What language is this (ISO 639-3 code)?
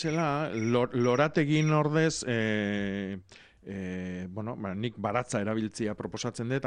eus